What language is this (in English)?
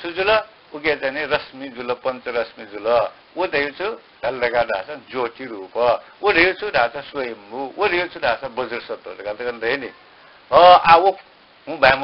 Newari